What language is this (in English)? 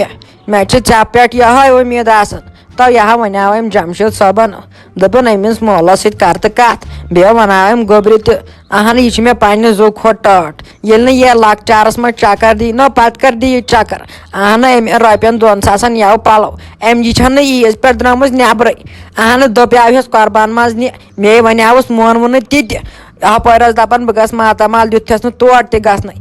Kashmiri